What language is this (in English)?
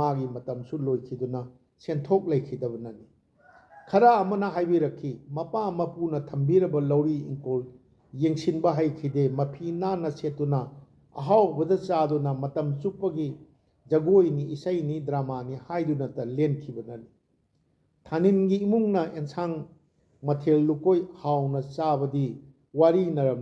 Manipuri